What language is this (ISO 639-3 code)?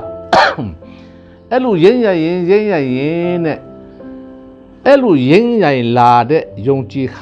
mya